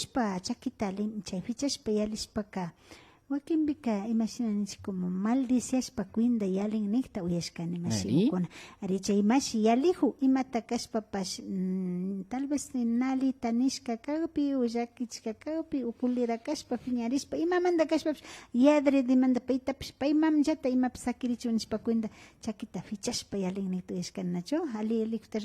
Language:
Imbabura Highland Quichua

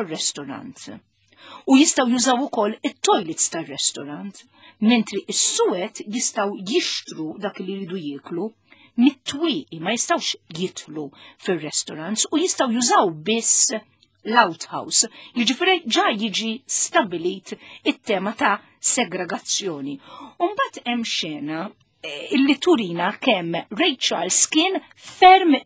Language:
Maltese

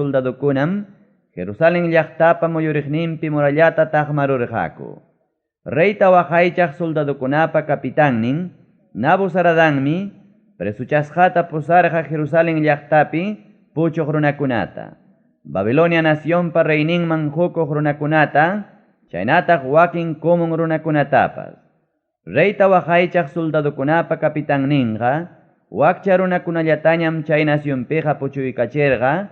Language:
Ayacucho Quechua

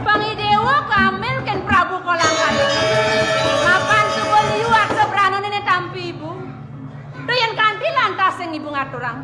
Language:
Balinese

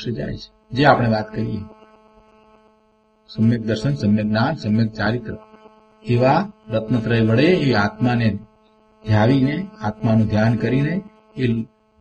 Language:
Gujarati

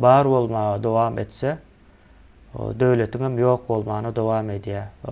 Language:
Turkmen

